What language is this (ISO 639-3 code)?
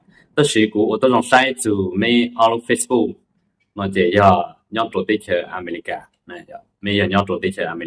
hmn